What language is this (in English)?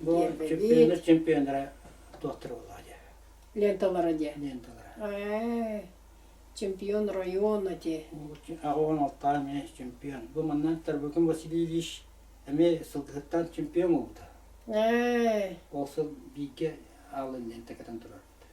Yakut